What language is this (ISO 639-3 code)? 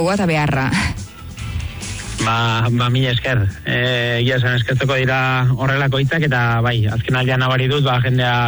eus